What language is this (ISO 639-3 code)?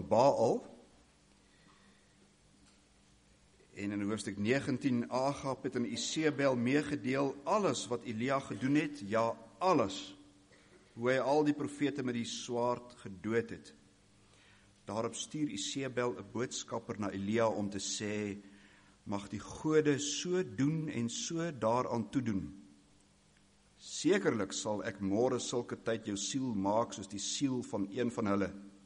afr